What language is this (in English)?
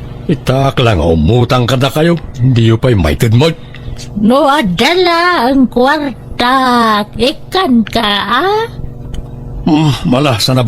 Iloko